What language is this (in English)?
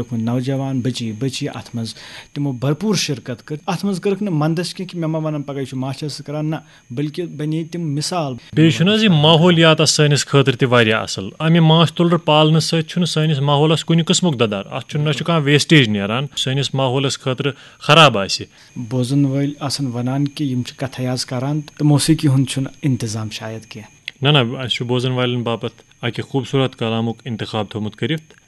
Kashmiri